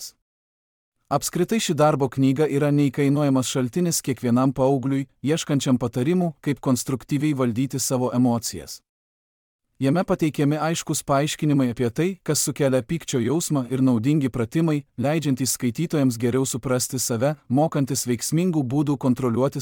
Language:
Lithuanian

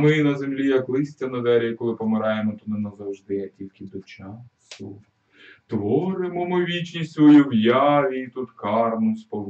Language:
Ukrainian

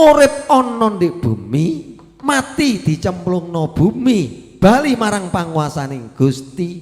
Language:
Javanese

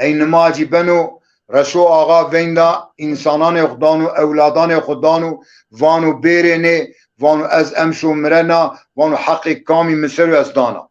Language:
Zaza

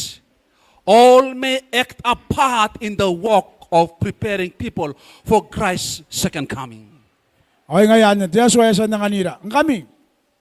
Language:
Gilbertese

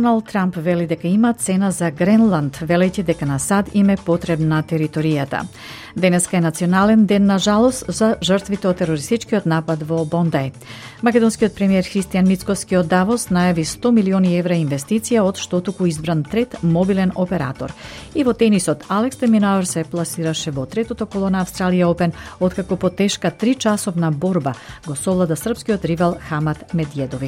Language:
Macedonian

